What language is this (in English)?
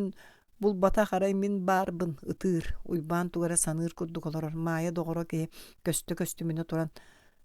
Yakut